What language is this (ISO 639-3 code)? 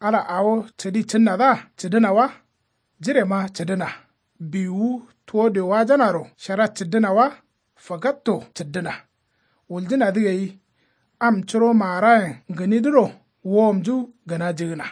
kau